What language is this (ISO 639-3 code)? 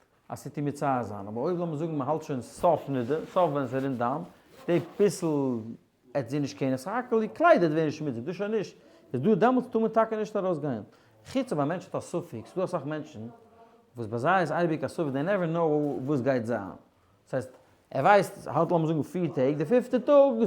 yid